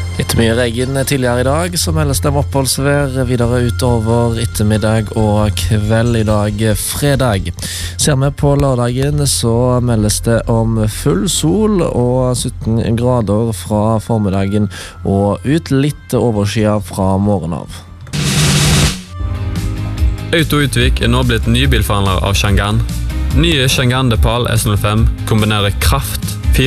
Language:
Norwegian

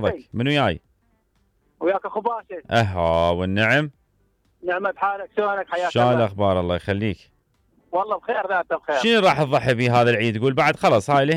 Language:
Mesopotamian Arabic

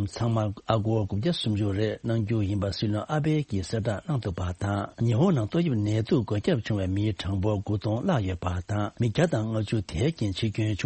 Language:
Tibetan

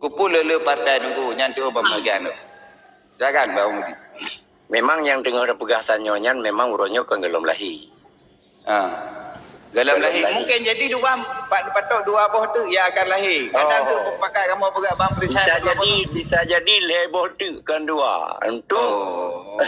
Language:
Achinese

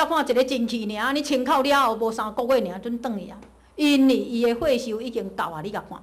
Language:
Min Nan Chinese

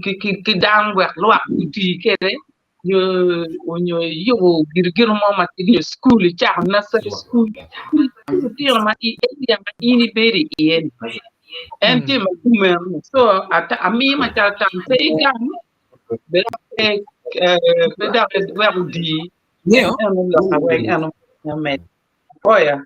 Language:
Acoli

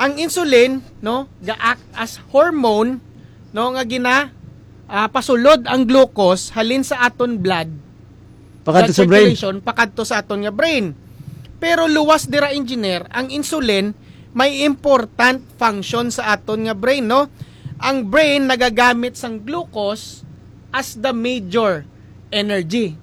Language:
Hiligaynon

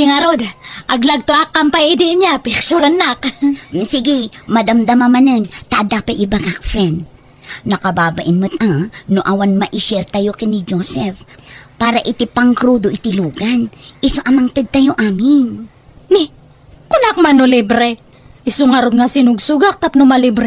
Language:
Iloko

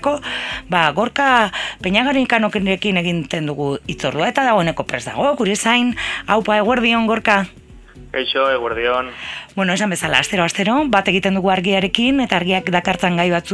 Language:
Basque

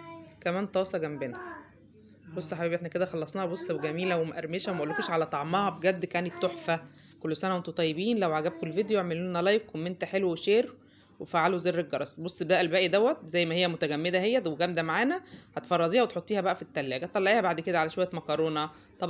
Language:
Egyptian Arabic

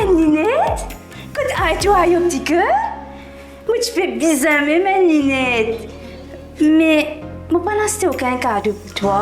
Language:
Morisyen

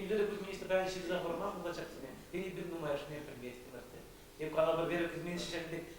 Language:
Chuvash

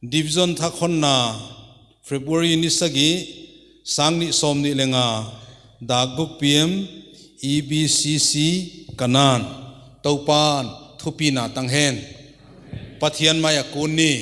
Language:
Paite Chin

